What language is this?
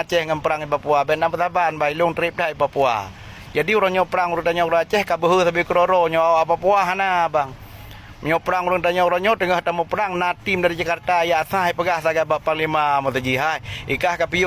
Achinese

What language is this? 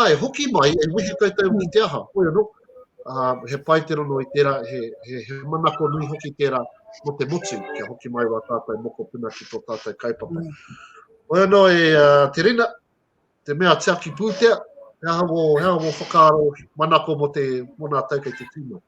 Māori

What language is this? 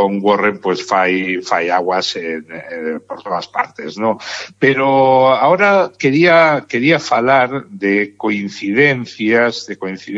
Galician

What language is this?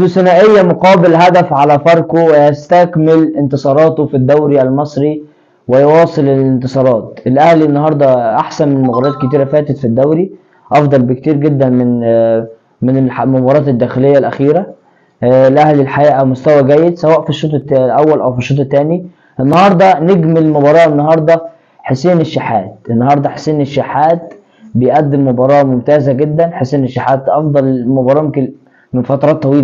Egyptian Arabic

